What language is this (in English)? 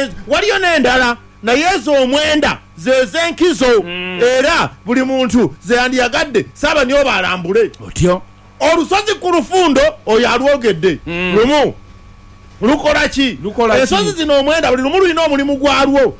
Ganda